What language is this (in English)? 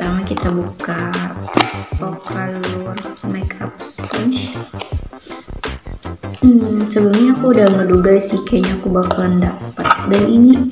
Indonesian